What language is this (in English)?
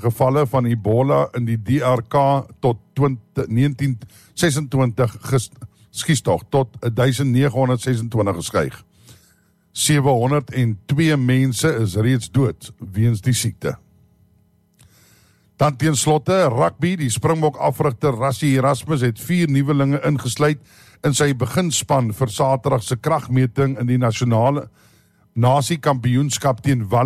Afrikaans